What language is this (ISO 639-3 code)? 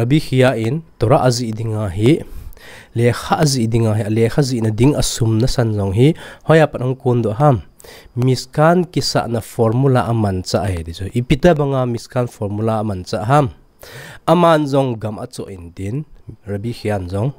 tcz